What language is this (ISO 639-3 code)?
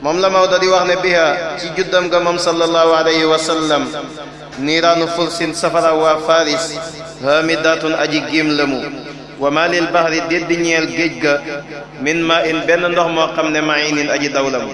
wol